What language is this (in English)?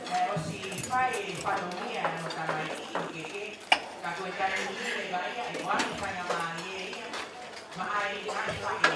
Tongan